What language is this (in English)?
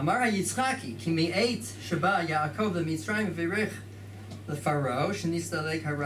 Hebrew